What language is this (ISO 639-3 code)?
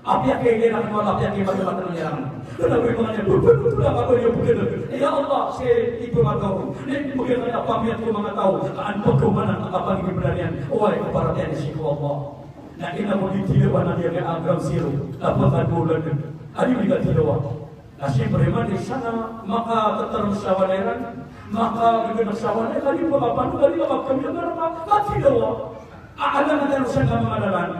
mrw